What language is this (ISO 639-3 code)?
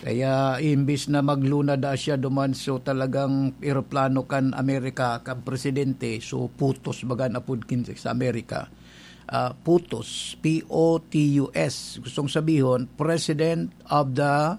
bik